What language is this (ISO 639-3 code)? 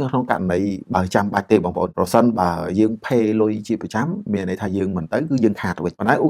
khm